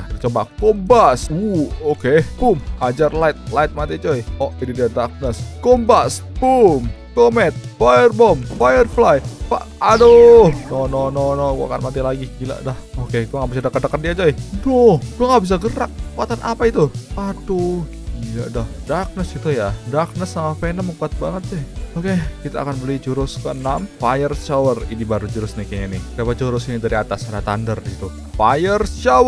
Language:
Indonesian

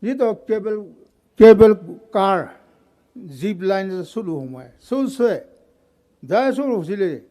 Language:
Poumei Naga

